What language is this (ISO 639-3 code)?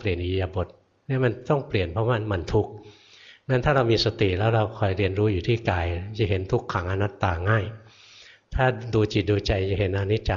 tha